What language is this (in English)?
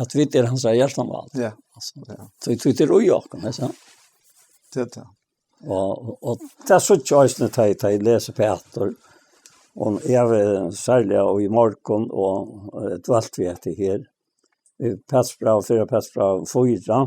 Faroese